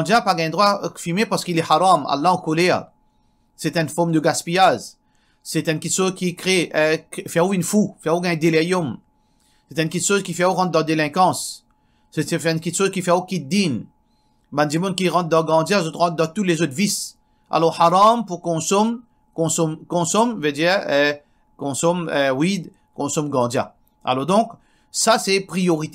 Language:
Morisyen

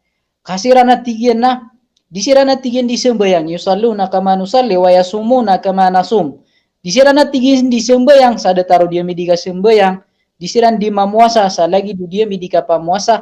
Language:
Maranao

